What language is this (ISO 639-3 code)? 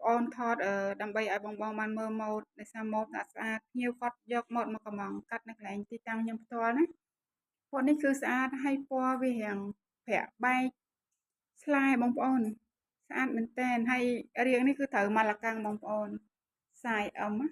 khm